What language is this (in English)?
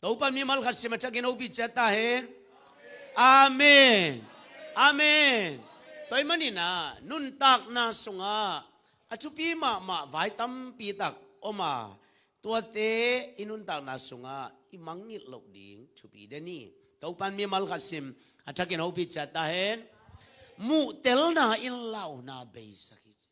Tedim Chin